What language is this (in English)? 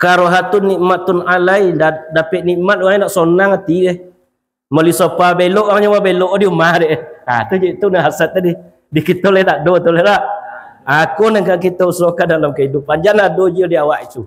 Minangkabau